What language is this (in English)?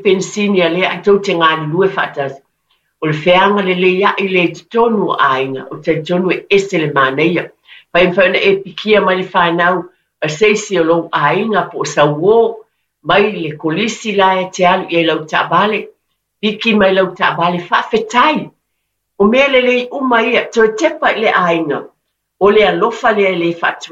Samoan